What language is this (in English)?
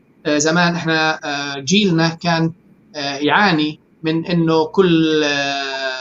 North Levantine Arabic